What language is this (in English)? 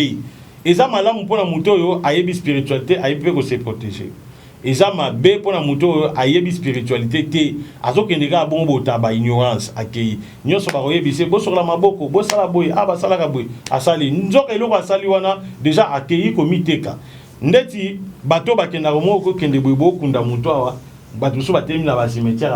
Lingala